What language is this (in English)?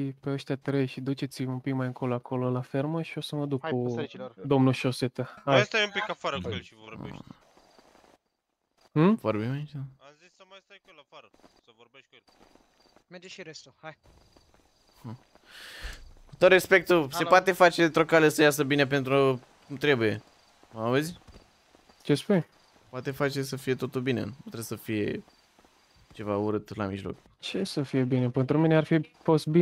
Romanian